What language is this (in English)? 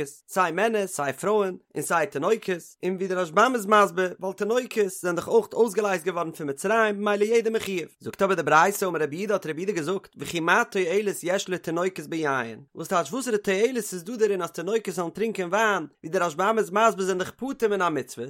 Yiddish